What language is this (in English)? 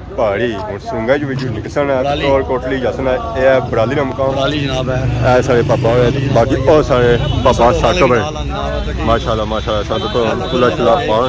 Pahari-Potwari